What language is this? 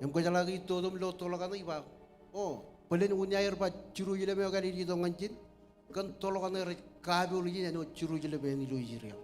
Marshallese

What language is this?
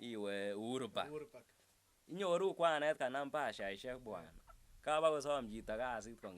Kalenjin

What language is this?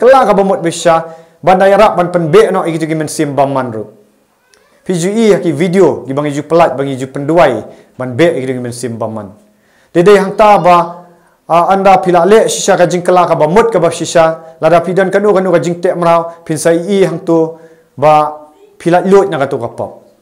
Khasi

